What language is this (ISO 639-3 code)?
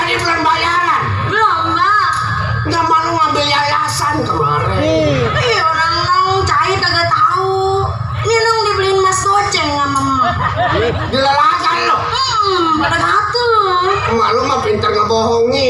bew